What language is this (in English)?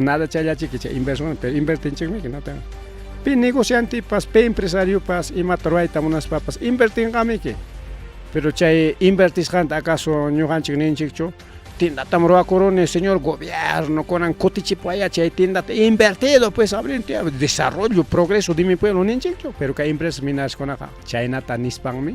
Ayacucho Quechua